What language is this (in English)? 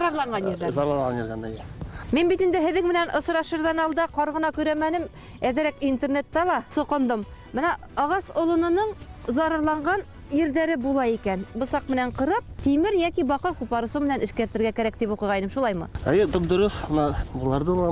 Bashkir